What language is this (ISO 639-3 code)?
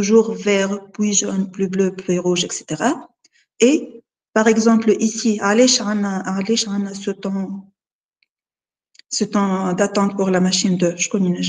fra